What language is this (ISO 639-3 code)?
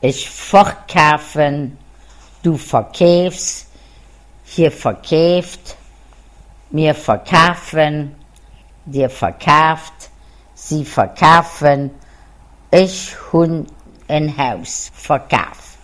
ltz